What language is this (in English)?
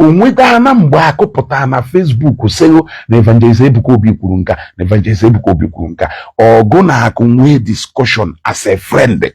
Igbo